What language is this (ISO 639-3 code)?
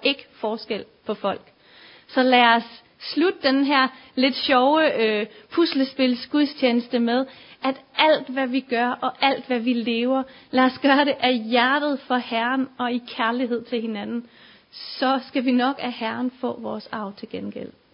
dan